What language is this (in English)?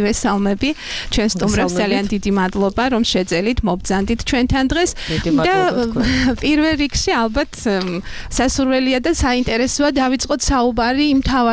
Georgian